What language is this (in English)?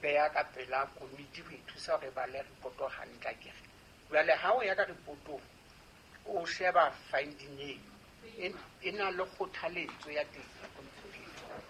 Southern Sotho